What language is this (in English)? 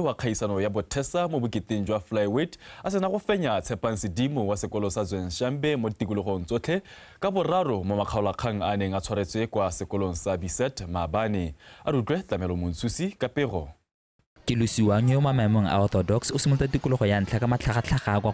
Tswana